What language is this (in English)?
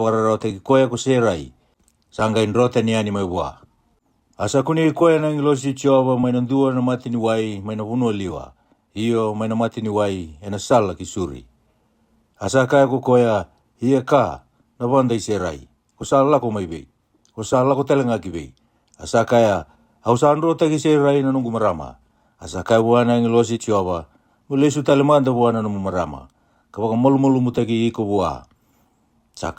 Fijian